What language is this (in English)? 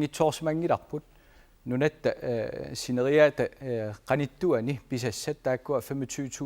Kalaallisut